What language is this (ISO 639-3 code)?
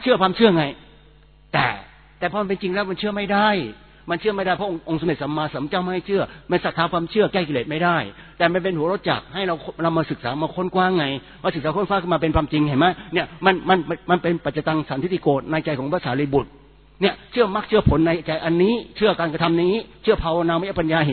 tha